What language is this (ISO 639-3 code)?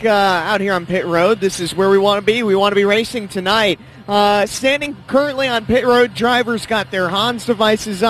eng